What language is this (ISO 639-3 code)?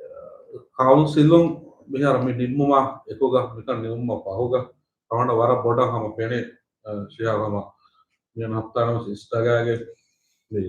div